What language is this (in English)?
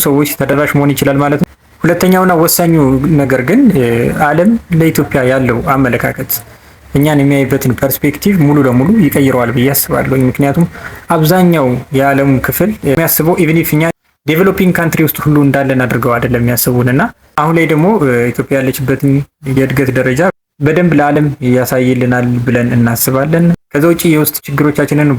Amharic